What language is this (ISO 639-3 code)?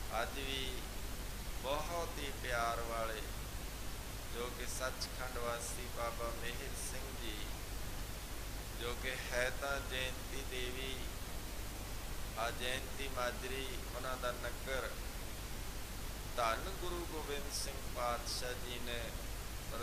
pan